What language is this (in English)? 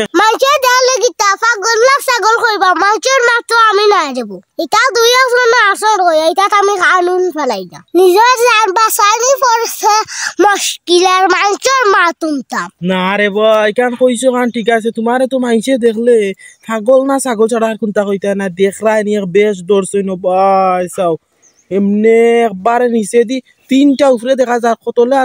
Sylheti